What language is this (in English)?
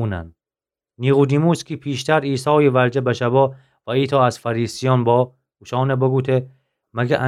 Gilaki